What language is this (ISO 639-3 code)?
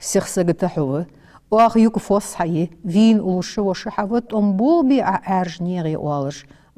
inh